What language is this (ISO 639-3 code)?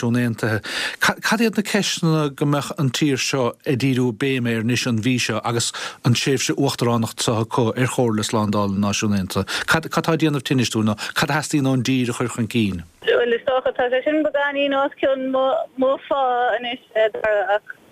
gle